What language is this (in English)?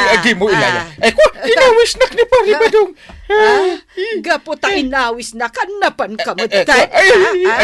Iloko